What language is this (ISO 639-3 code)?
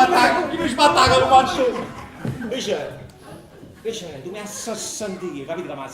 nap